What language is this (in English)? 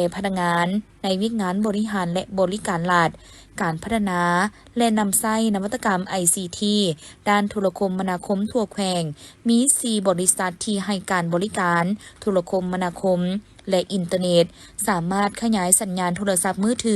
Lao